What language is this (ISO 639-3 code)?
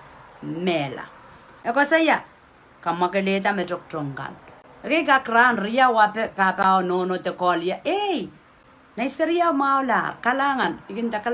pon